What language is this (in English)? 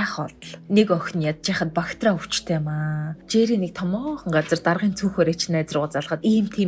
Mongolian